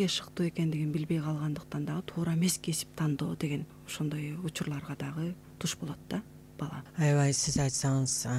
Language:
Kyrgyz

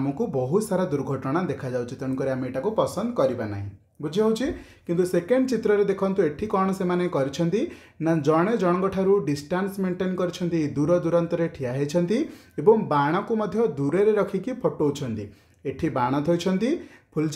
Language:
Odia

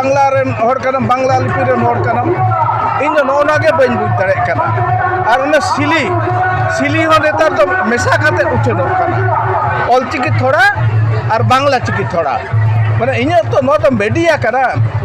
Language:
Santali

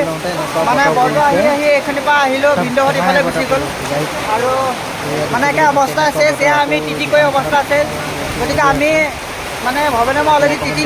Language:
Assamese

